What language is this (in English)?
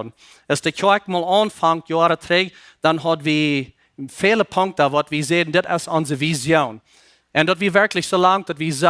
Plautdietsch